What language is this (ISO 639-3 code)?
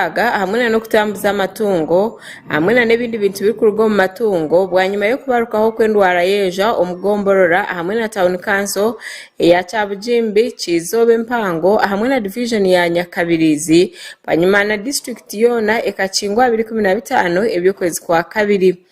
nyn